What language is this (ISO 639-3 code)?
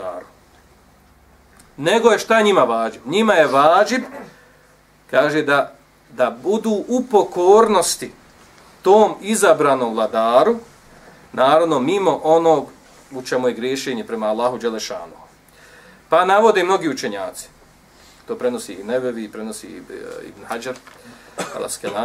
bos